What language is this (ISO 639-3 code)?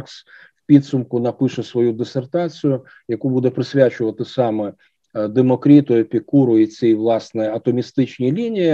ukr